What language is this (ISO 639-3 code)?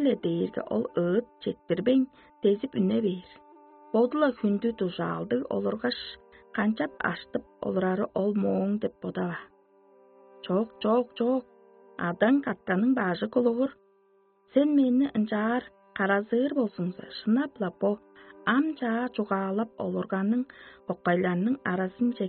tyv